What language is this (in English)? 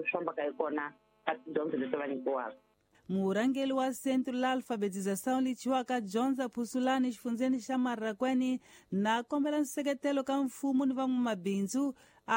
Tsonga